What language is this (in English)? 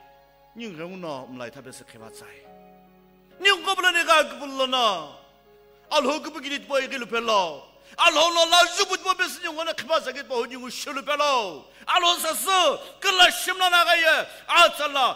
Sumi Naga